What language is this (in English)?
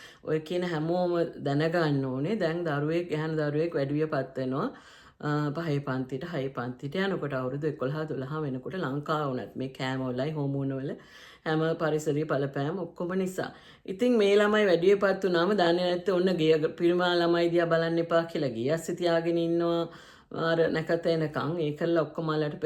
Sinhala